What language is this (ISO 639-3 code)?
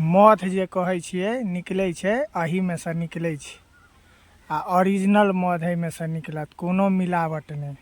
mai